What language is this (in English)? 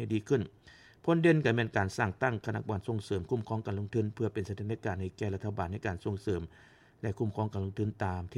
Lao